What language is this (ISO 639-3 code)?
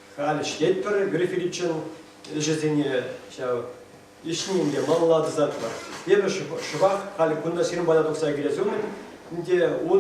chv